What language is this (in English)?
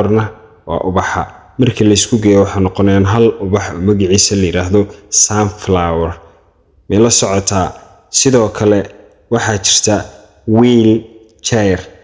Somali